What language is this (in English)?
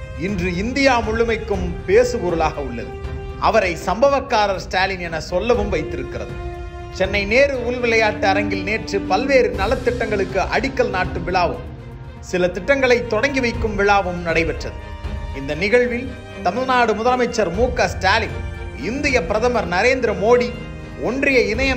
Tamil